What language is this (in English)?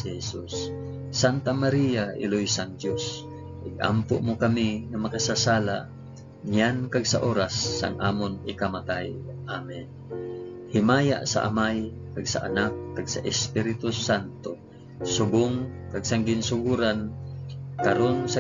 Hiligaynon